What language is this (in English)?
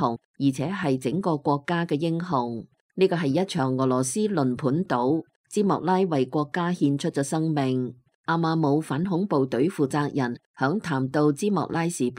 Cantonese